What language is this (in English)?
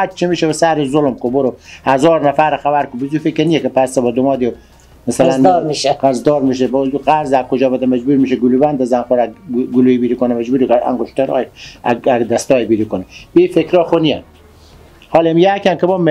Persian